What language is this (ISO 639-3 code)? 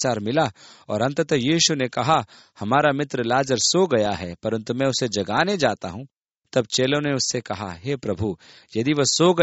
hin